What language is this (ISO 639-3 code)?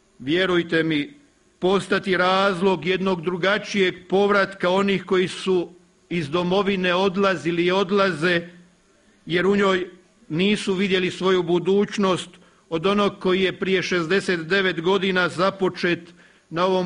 hrv